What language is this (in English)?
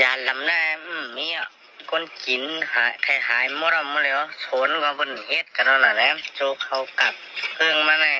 Shan